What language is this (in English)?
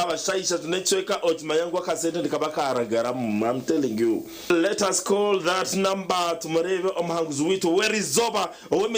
Nyankole